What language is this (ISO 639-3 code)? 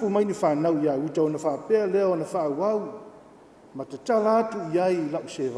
smo